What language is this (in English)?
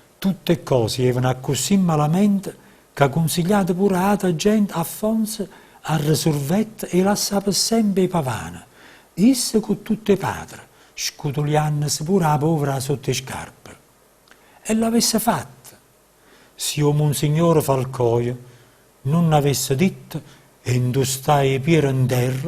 Neapolitan